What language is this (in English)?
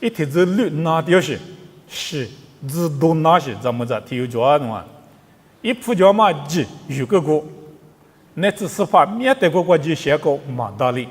Lisu